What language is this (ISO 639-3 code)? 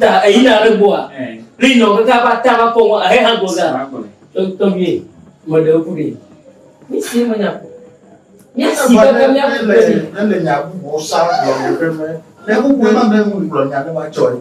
ewe